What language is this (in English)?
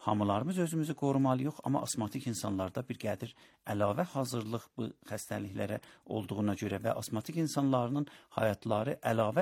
Azerbaijani